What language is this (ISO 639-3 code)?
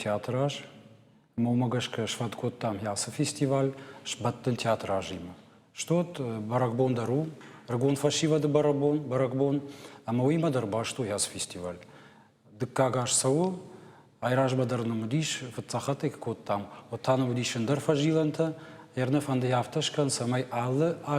oss